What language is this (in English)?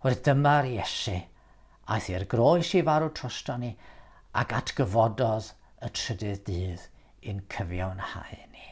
Welsh